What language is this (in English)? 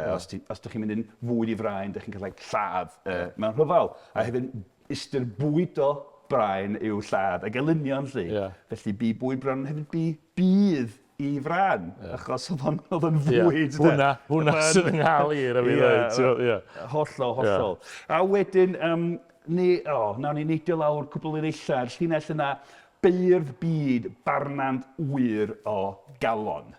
Welsh